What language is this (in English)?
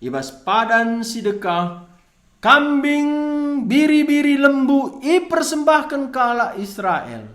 Batak Karo